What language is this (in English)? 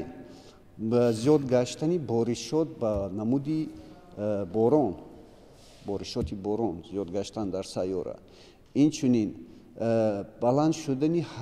Tajik